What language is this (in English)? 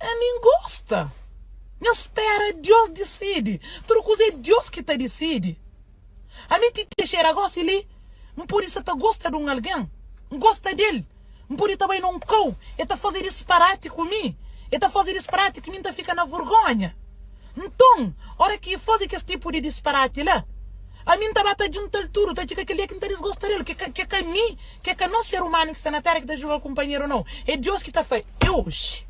Kabuverdianu